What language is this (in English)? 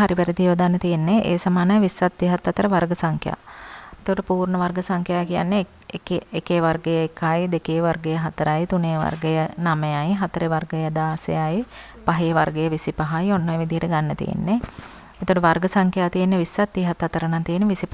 Sinhala